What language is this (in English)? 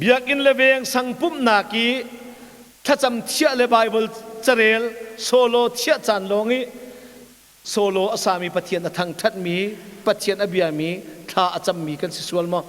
Hakha Chin